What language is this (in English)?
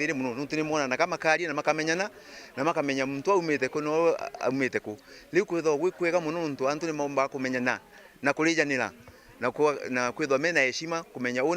Meru